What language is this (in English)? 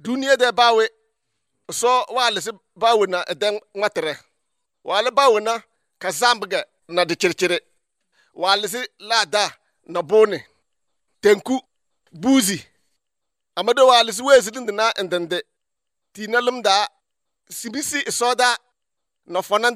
Albanian